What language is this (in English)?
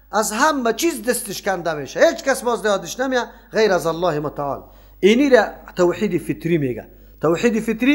Tajik